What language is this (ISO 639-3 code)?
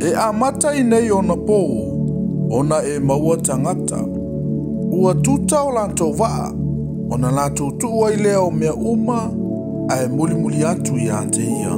smo